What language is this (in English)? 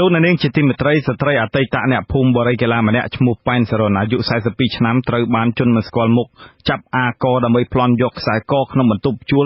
Khmer